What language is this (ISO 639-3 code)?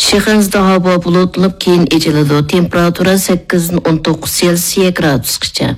uig